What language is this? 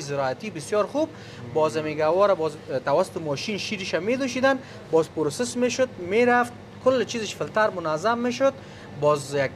Persian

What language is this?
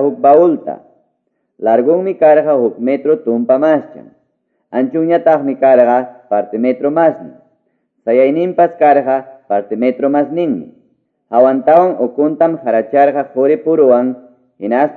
Quechua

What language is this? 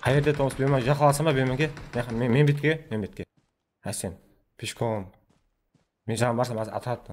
Kara-Kalpak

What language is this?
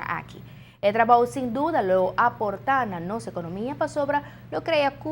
Papiamento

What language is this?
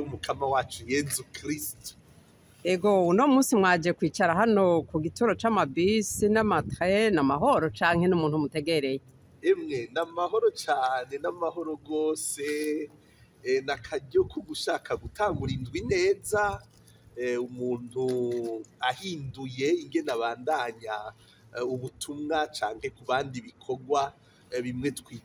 Rundi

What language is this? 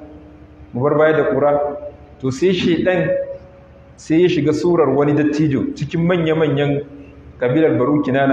Hausa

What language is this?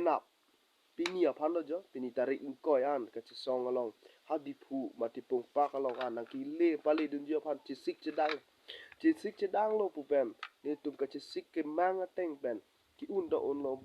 Karbi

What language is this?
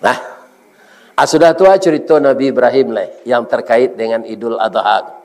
Minangkabau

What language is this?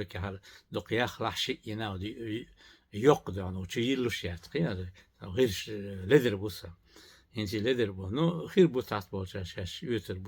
Chechen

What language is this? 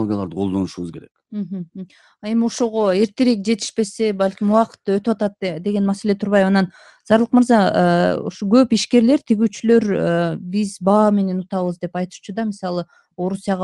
Kyrgyz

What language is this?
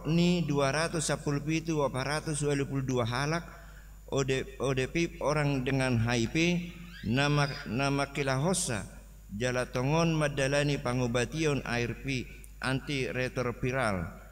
Batak Toba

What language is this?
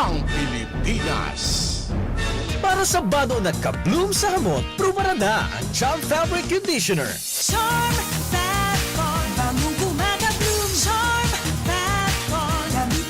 Bikol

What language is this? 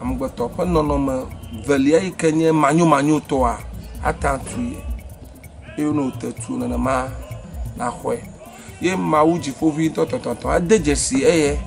Ewe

